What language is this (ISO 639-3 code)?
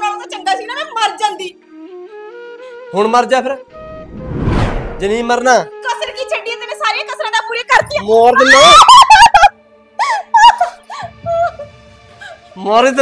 pan